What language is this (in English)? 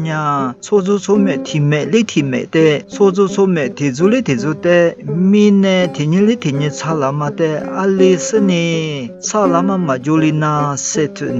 Lisu